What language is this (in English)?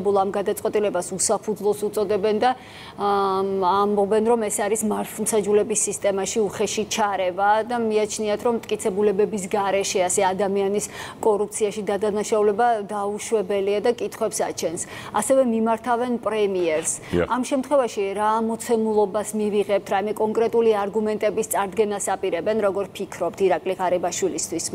Georgian